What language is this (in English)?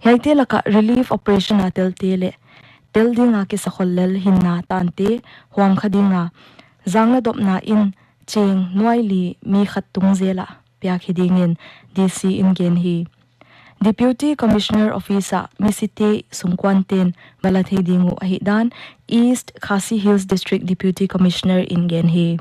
Paite Chin